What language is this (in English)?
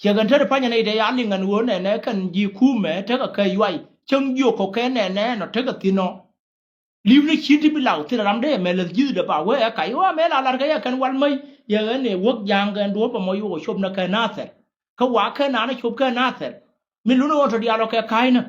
Nuer